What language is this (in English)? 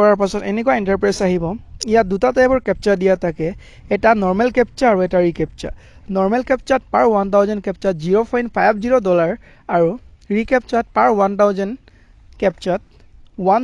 Assamese